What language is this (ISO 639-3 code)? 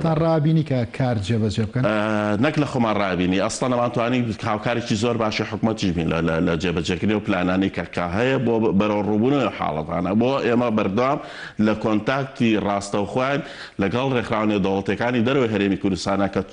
ckb